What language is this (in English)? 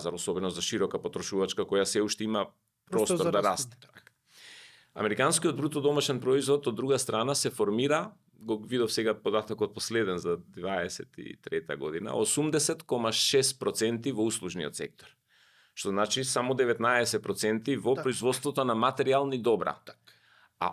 Macedonian